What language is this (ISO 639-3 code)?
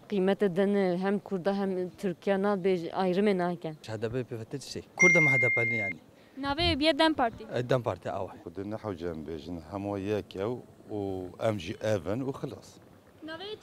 kur